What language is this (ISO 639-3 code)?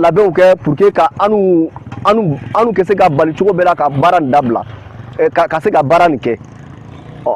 bam